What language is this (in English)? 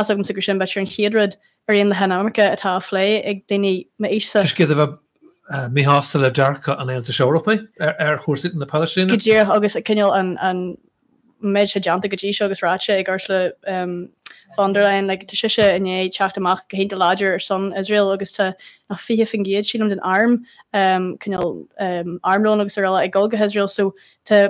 Irish